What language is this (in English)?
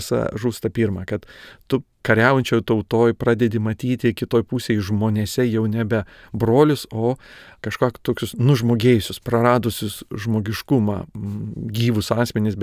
Lithuanian